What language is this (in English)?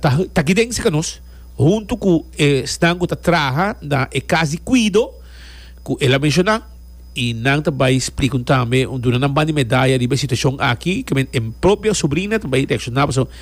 Papiamento